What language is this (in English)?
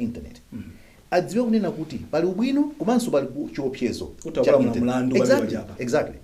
Nyanja